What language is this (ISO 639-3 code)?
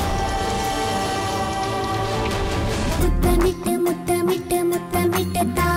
mal